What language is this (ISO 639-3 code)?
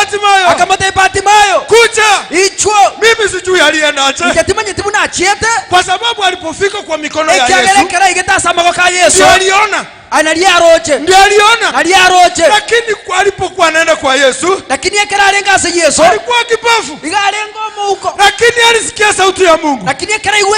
guz